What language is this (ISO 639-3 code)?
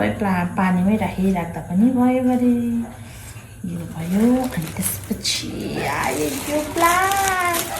nep